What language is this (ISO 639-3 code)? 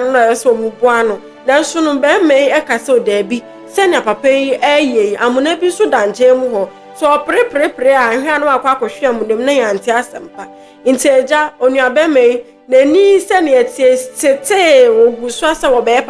aka